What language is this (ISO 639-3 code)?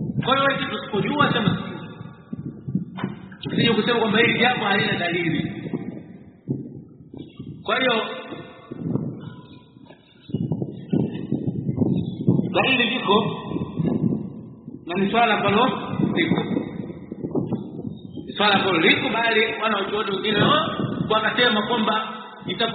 swa